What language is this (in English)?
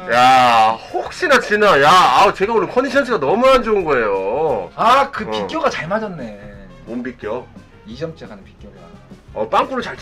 Korean